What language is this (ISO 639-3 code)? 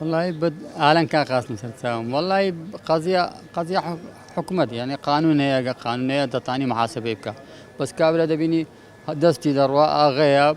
ckb